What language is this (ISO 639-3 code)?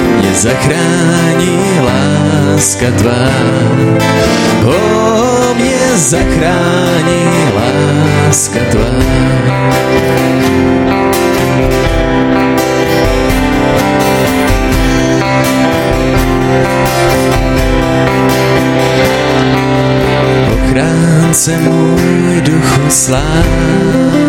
ces